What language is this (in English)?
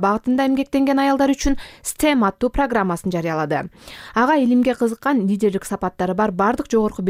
Kyrgyz